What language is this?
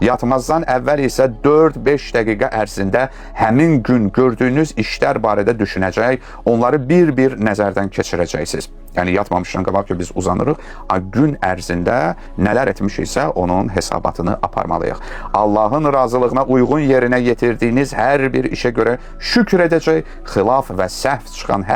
Azerbaijani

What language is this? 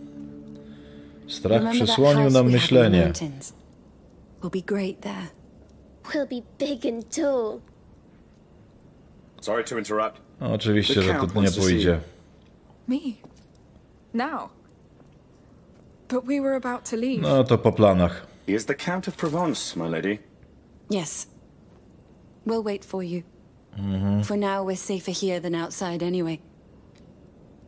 Polish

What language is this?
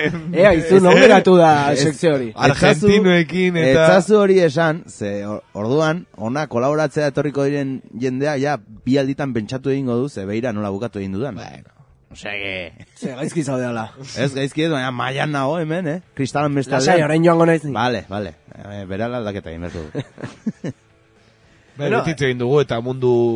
Basque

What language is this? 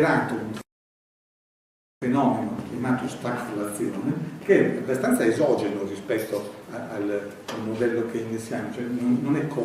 Italian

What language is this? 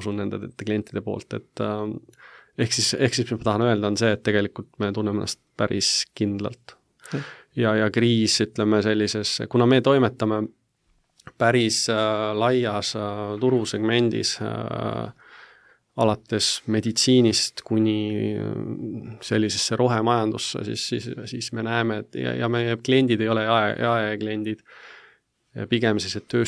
Estonian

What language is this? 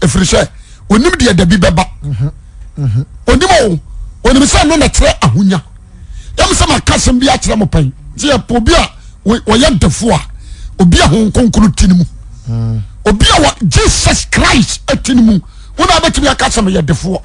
Akan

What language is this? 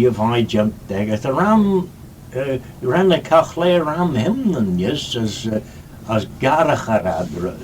Manx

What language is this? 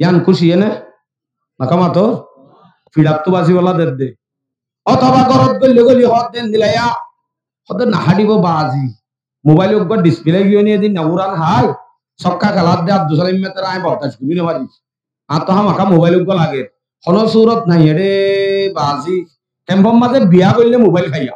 Rohingya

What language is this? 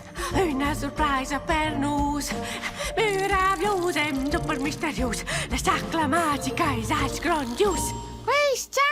Romansh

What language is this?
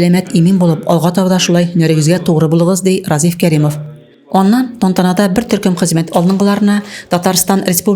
Tatar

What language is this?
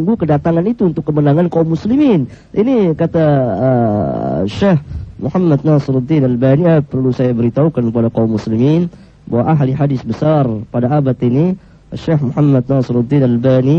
Indonesian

